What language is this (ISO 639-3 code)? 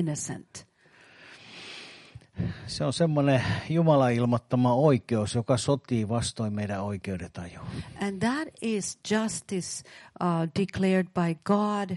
fin